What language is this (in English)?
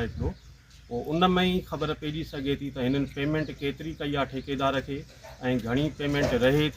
Sindhi